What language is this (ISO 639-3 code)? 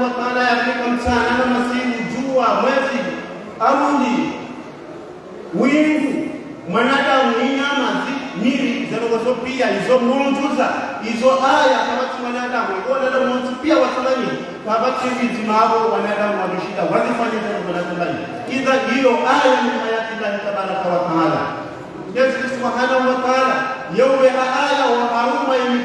swa